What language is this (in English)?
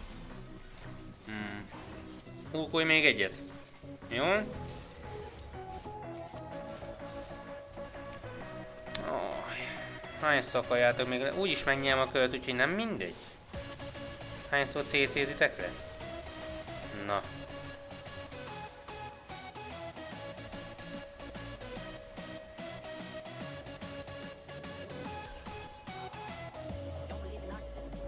Hungarian